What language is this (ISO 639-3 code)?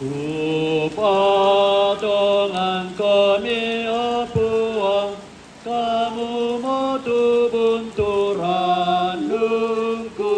sda